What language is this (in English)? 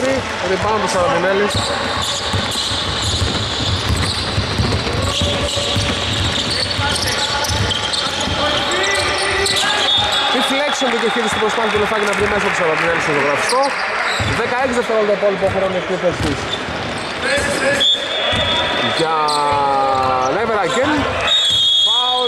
Greek